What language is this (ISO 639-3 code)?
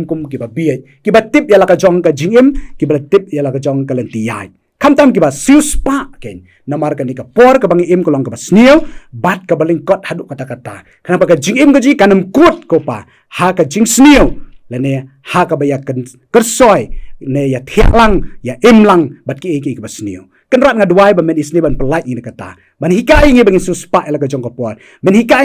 kha